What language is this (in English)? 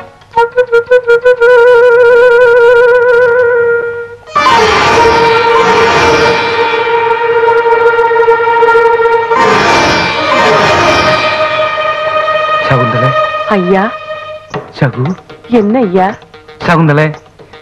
Malayalam